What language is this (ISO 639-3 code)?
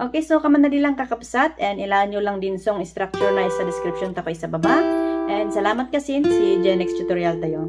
kne